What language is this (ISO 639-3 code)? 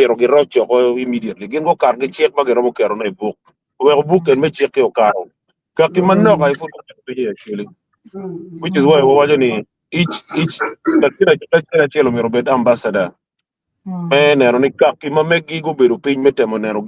ach